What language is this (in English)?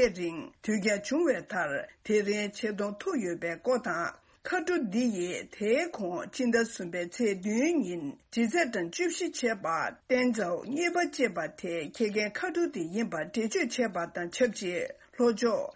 Tibetan